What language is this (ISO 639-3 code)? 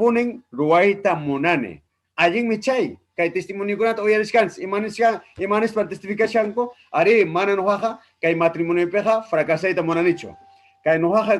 quy